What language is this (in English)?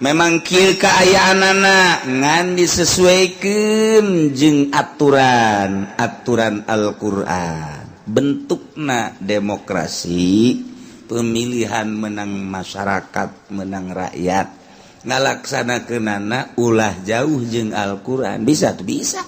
Sundanese